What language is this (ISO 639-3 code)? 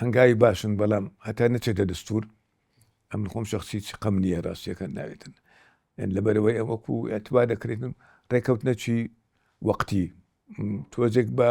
ckb